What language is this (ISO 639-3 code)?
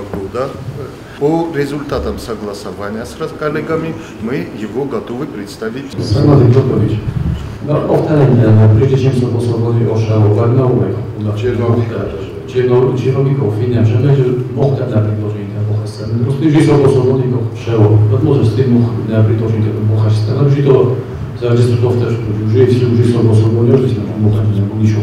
oss